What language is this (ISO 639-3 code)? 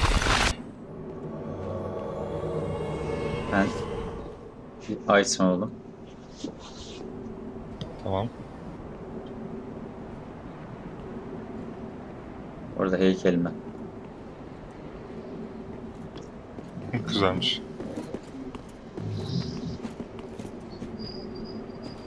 tur